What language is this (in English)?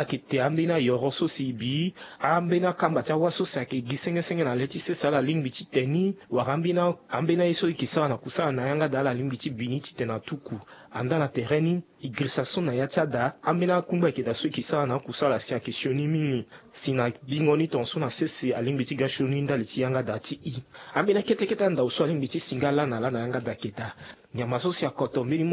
Sango